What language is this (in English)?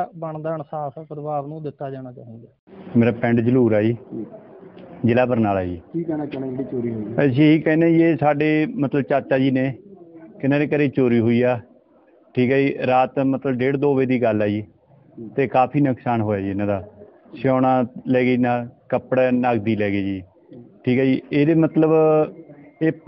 Punjabi